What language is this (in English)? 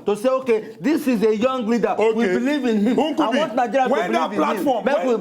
Nigerian Pidgin